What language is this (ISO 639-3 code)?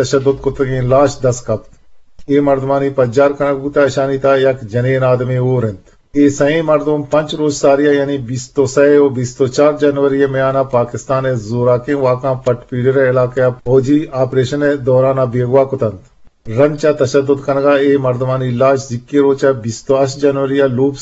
bgp